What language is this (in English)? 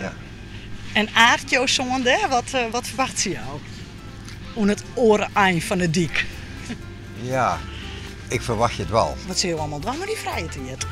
Western Frisian